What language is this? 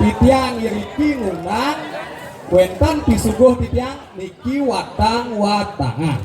Balinese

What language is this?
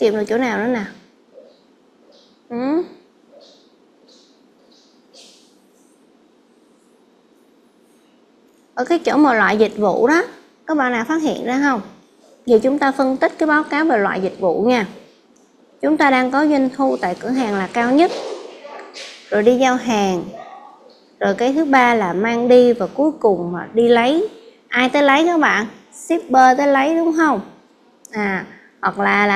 Vietnamese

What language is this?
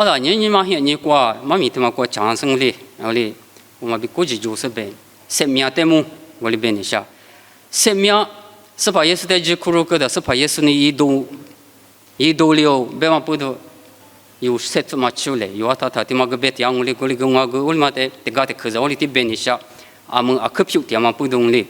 Lisu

